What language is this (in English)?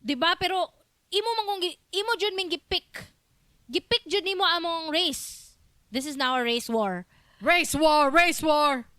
Cebuano